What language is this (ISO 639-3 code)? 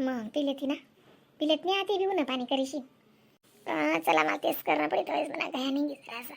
khn